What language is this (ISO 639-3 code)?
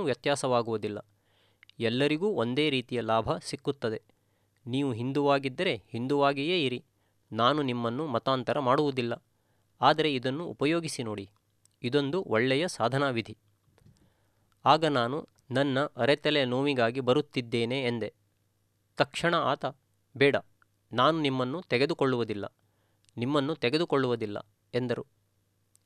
kan